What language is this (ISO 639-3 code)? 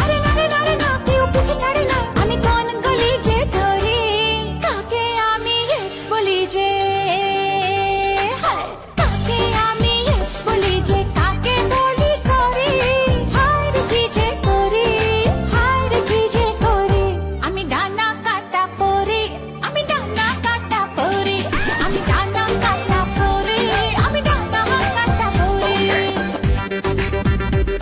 ben